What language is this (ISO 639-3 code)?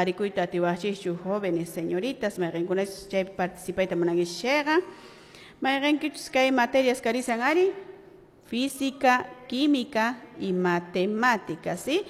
que